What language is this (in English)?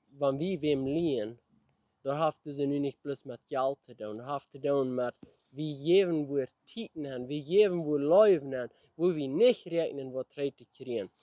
Plautdietsch